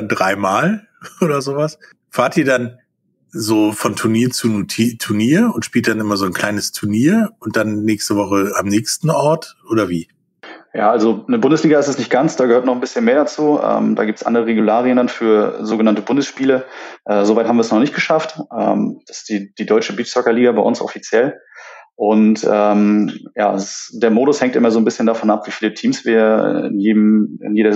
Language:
German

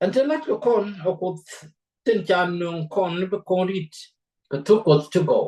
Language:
Nuer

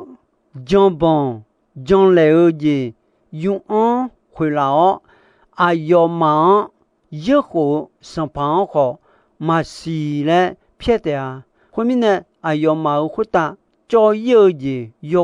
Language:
Akha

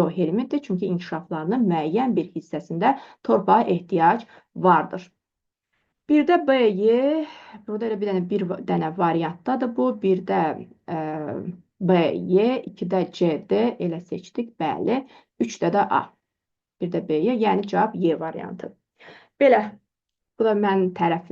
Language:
Azerbaijani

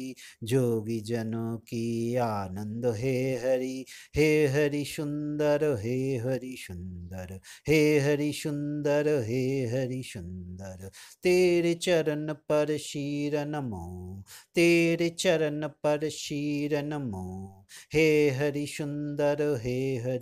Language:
Sanskrit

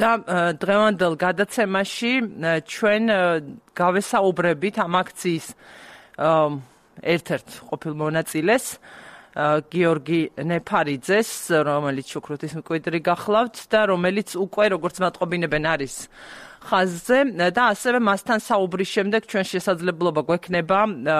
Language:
Georgian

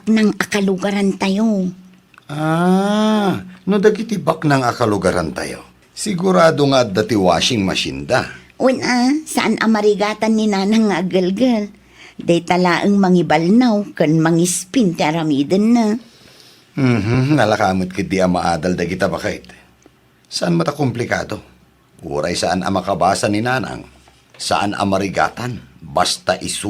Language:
Iloko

